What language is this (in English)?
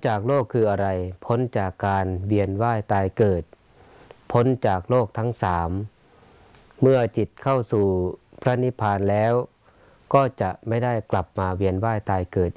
Thai